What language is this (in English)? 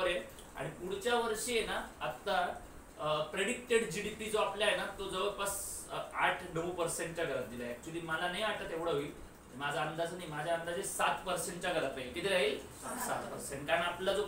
Marathi